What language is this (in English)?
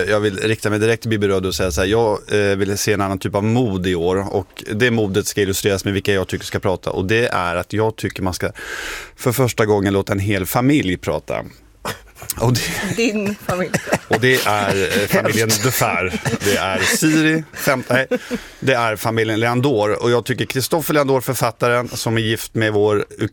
Swedish